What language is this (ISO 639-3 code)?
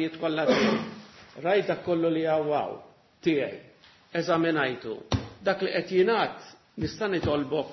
mlt